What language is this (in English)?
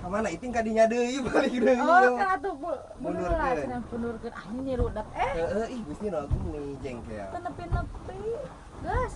Sundanese